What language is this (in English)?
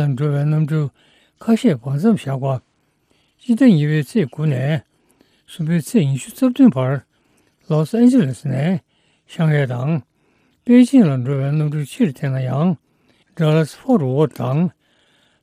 Tibetan